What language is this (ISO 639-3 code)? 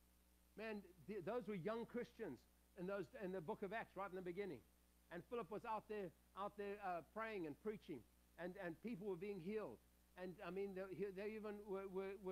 eng